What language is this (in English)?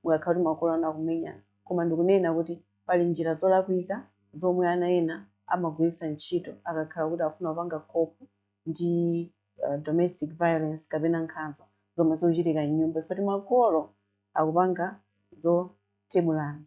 Nyanja